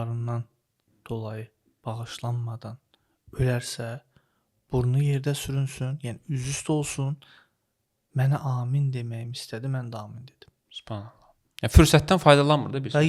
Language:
Azerbaijani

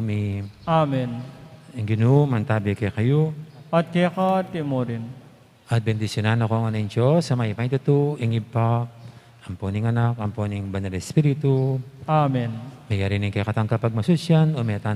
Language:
Pampanga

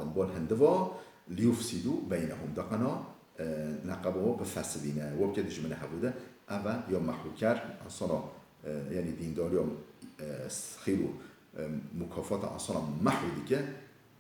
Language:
Kurdish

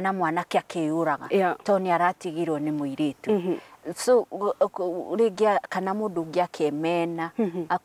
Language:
Kikuyu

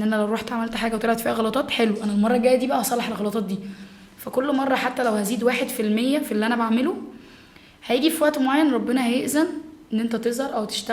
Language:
Egyptian Arabic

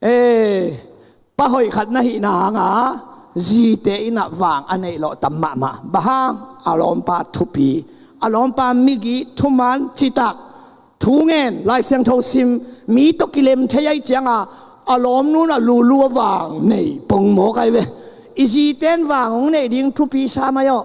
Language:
Tedim Chin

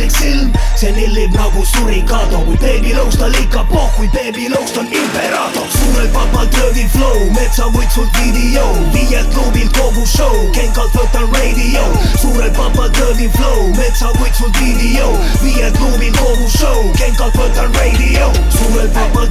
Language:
Estonian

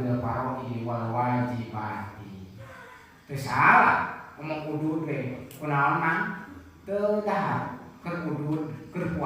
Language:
Sundanese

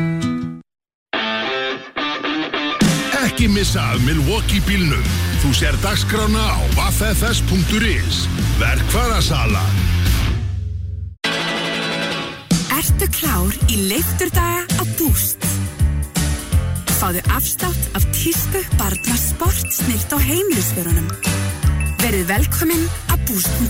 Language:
Icelandic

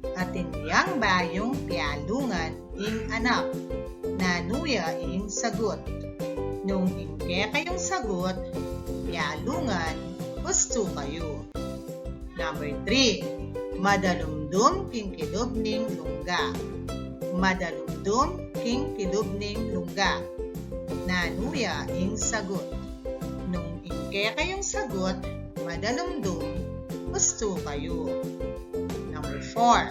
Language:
Pampanga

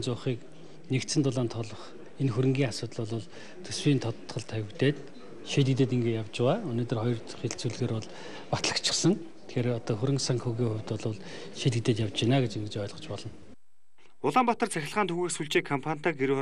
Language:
Mongolian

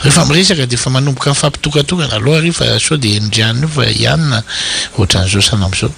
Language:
Malagasy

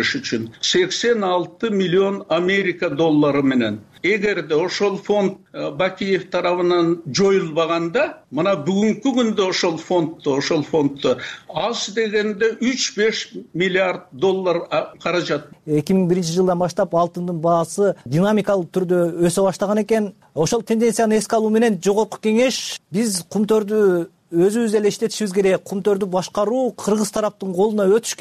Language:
Kyrgyz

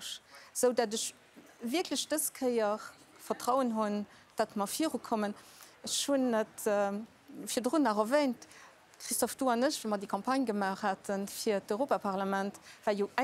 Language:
Luxembourgish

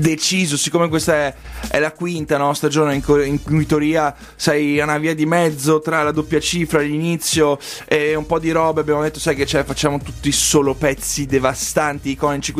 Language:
Italian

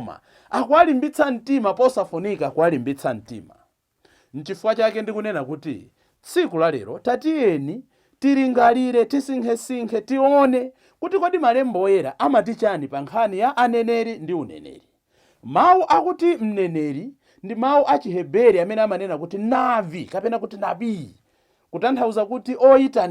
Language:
Nyanja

